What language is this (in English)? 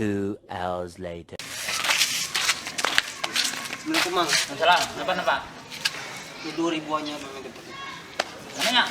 Banjar